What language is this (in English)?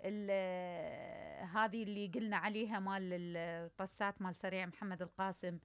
Mesopotamian Arabic